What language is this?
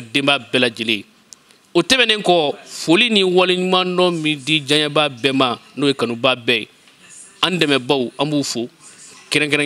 Bambara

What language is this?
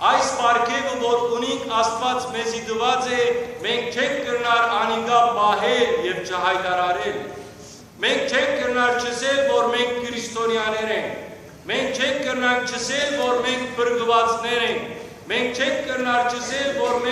Western Armenian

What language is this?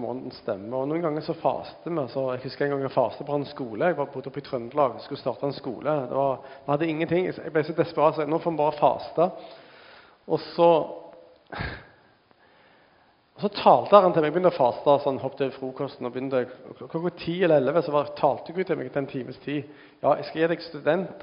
Norwegian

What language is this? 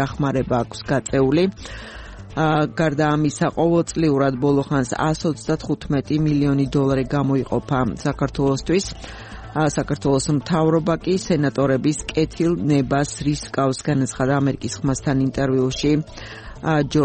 Georgian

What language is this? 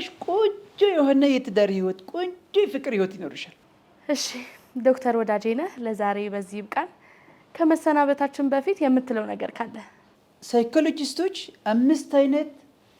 Amharic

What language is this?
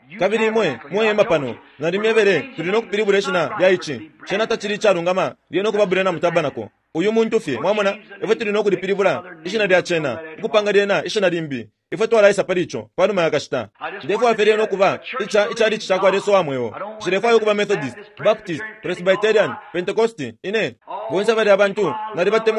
Bemba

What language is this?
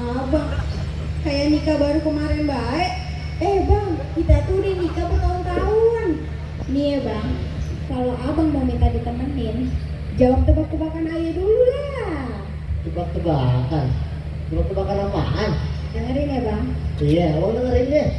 Betawi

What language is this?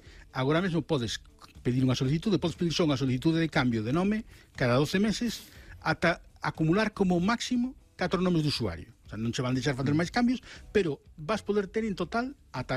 Galician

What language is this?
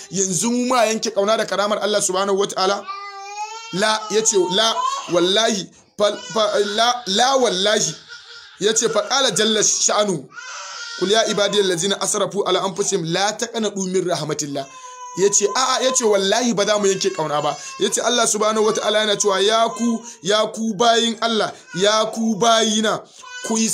Hausa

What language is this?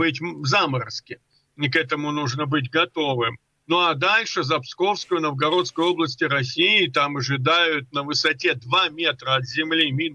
Russian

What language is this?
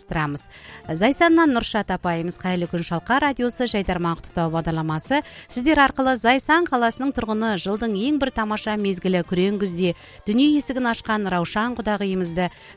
Kazakh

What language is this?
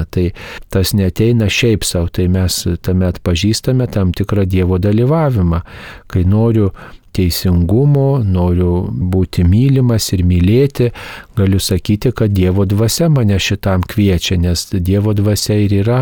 Lithuanian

